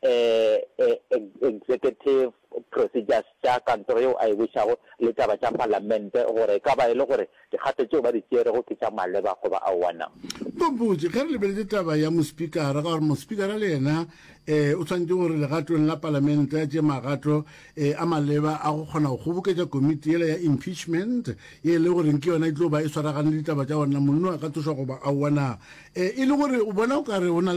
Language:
Northern Sotho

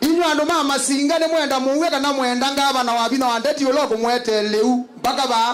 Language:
Kamba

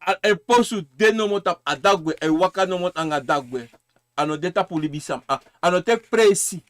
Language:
Sranan Tongo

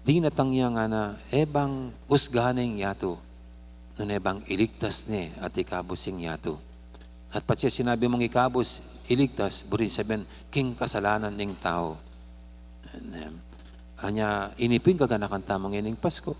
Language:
Pampanga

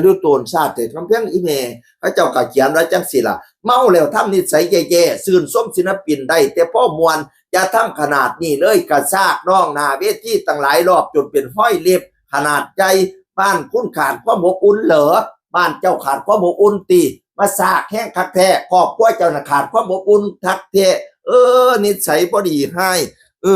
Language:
Northeastern Thai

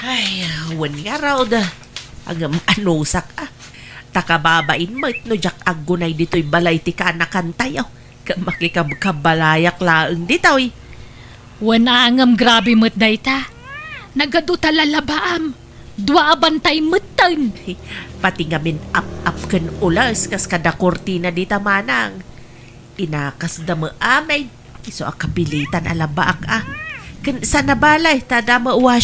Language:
Iloko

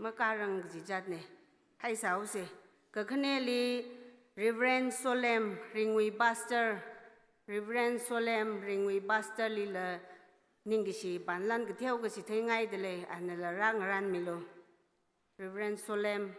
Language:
Tangkhul Naga (India)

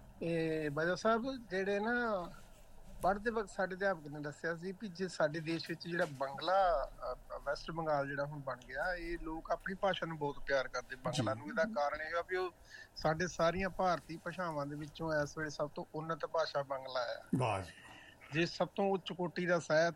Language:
Punjabi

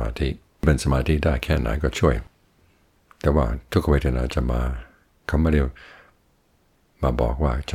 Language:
Thai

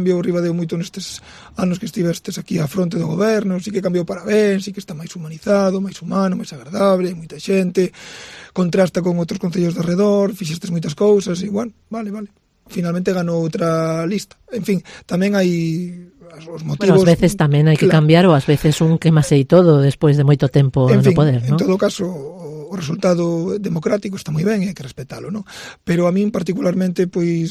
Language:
Galician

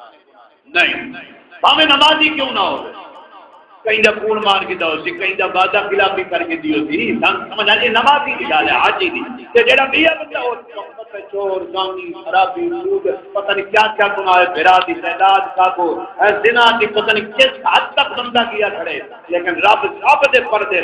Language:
Saraiki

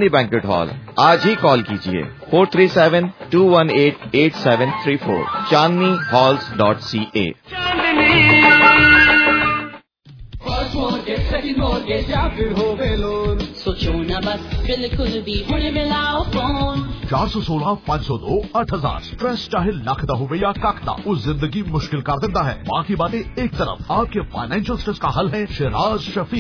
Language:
Punjabi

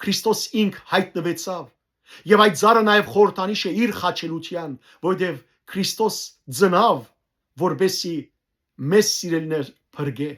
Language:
Western Armenian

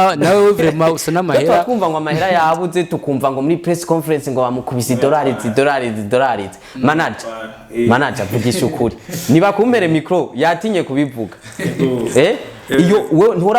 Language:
Rundi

